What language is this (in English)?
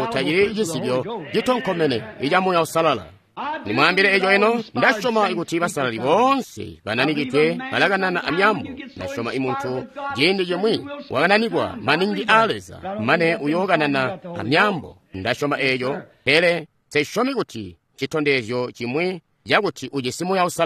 Tonga (Zambia)